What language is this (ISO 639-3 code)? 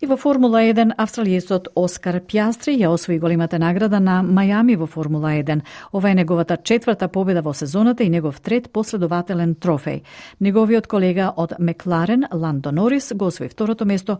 mkd